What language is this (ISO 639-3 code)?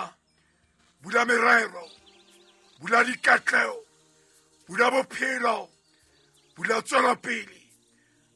sot